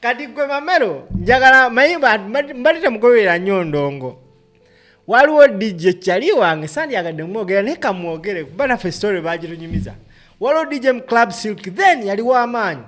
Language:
Ganda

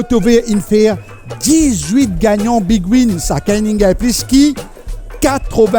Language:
Morisyen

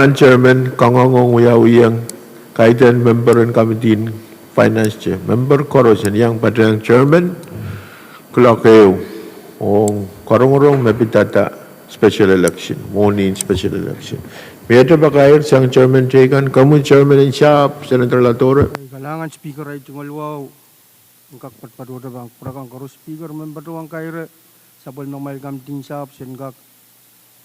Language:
Pohnpeian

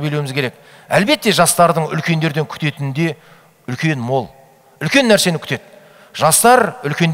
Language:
Kazakh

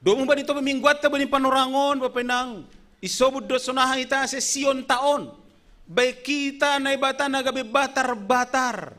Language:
Batak Simalungun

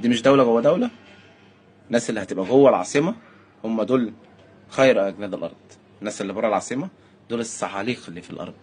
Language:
Egyptian Arabic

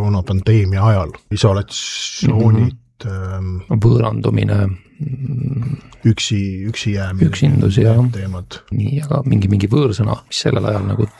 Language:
Estonian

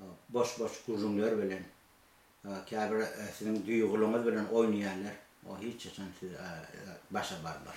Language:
Turkmen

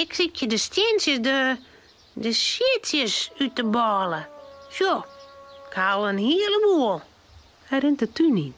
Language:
Western Frisian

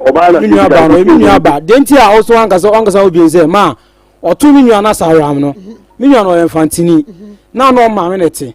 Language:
Akan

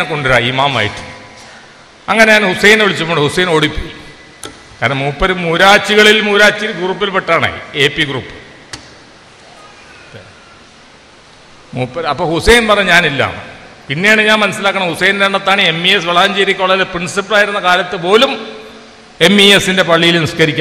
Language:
Malayalam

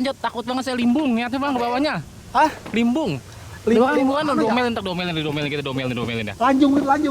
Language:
Betawi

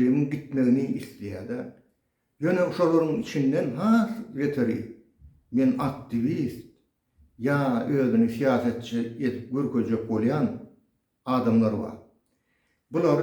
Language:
Turkmen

